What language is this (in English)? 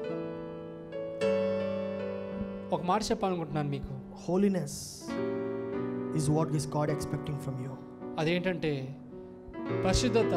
Telugu